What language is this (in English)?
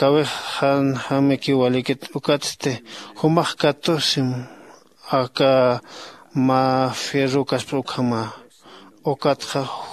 Aymara